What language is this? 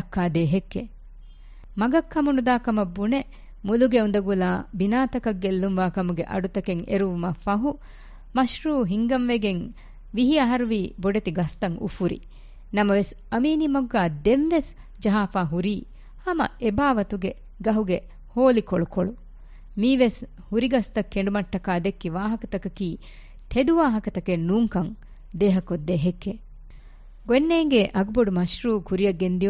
Divehi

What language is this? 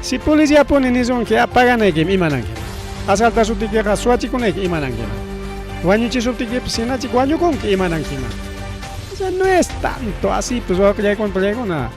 Ayacucho Quechua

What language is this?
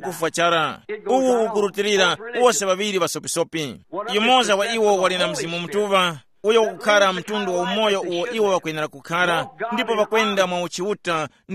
Tumbuka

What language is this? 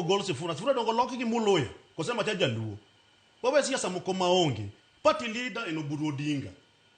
Luo (Kenya and Tanzania)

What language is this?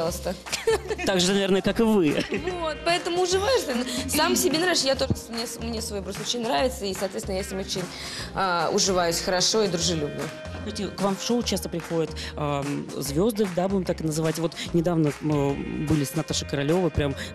Russian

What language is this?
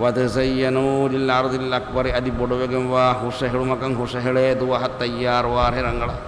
Divehi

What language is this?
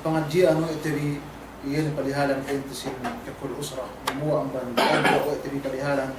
Yakan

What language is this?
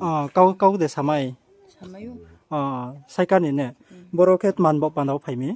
Riang (India)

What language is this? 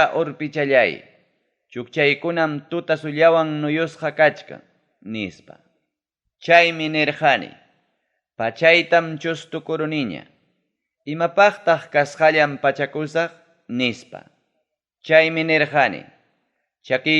Ayacucho Quechua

